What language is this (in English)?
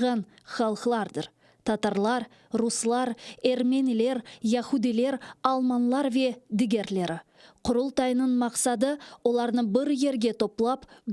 Crimean Tatar